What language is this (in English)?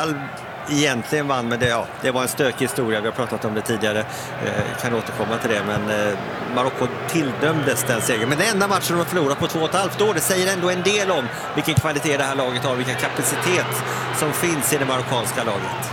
Swedish